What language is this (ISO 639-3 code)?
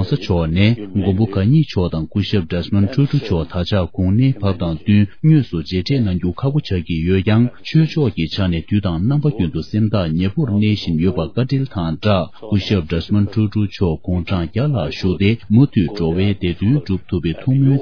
bod